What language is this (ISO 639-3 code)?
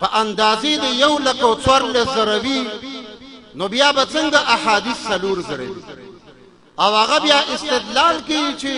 pus